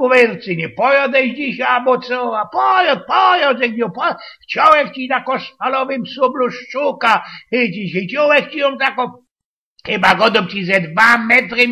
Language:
Silesian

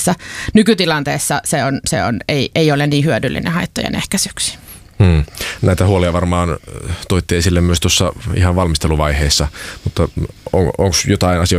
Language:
Finnish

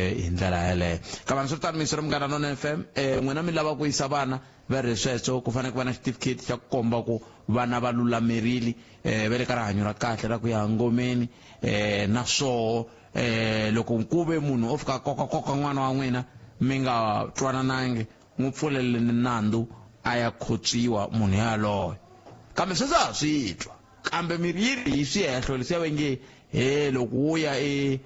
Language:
Tsonga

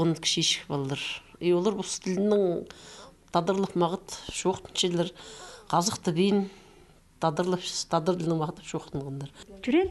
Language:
Khakas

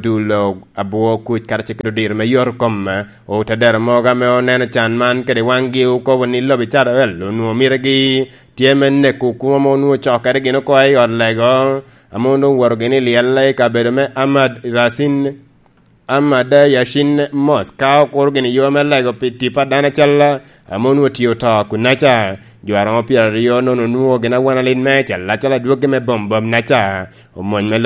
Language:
Lango (Uganda)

